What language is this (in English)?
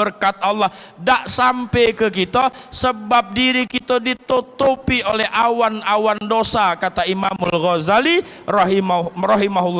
Musi